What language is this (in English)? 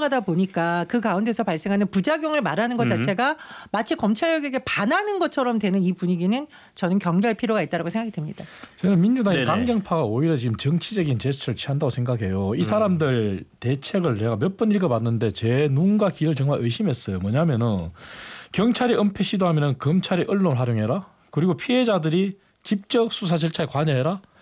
Korean